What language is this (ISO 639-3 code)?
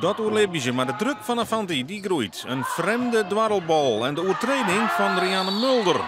fry